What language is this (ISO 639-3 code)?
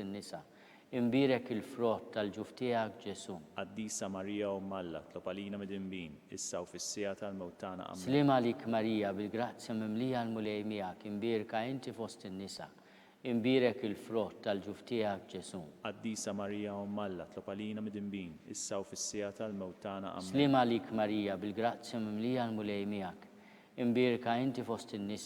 mlt